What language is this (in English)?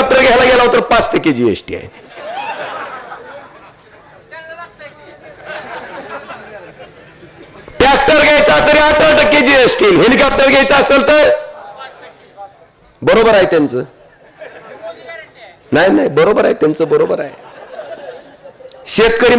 Marathi